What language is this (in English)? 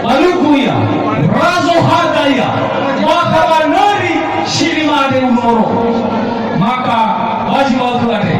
Nias